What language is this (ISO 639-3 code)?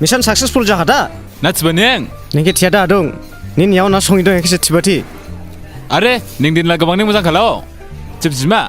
dis